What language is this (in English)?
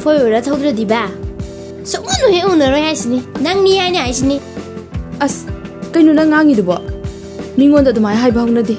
Manipuri